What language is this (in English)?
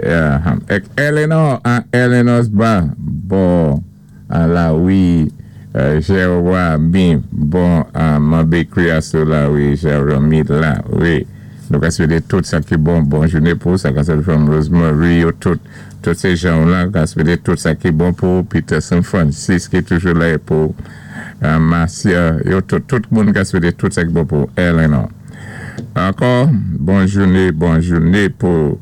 Saint Lucian Creole French